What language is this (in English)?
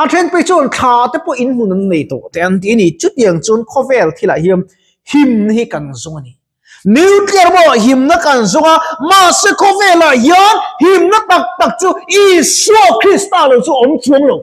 Mizo